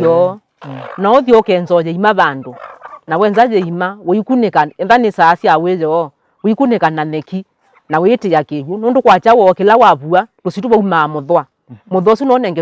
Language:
Kamba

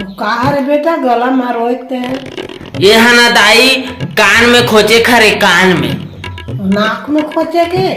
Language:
Chhattisgarhi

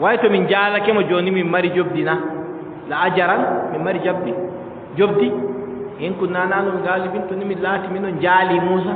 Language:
Adamawa Fulfulde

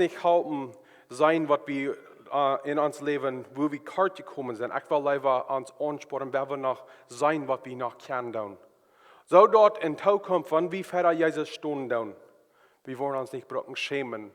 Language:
Plautdietsch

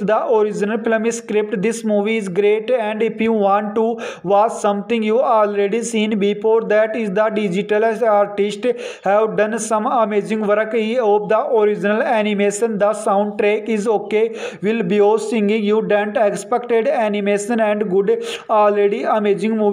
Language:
English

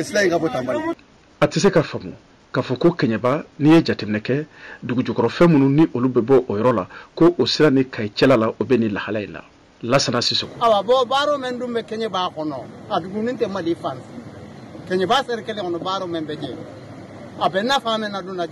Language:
Bambara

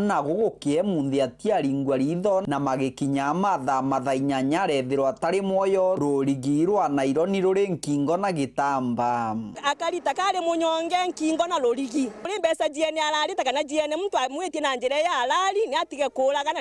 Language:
Meru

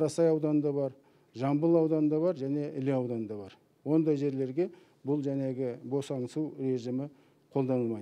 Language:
Kazakh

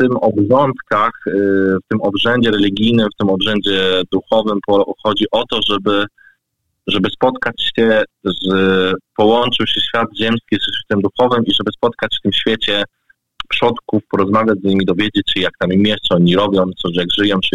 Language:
Polish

